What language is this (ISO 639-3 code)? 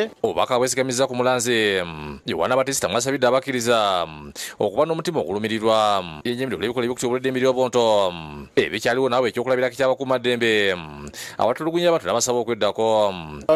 lug